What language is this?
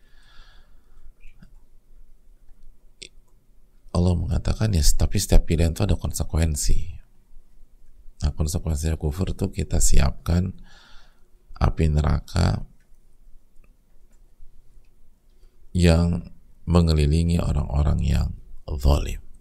Indonesian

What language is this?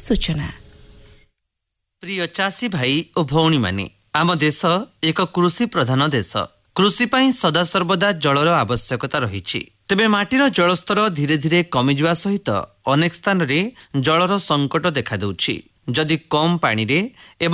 Odia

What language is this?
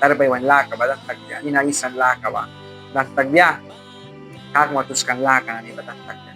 Mískito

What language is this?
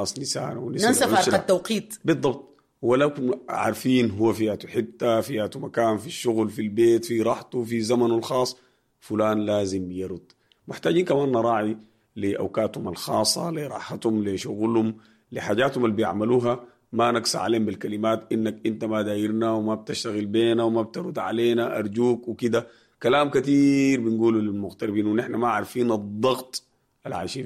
Sudanese Arabic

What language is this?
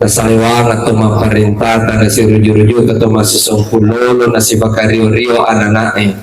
Buginese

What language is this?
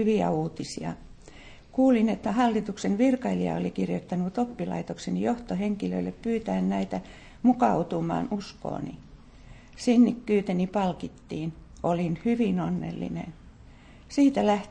Finnish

